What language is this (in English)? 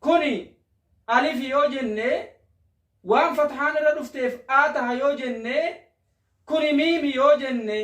Oromo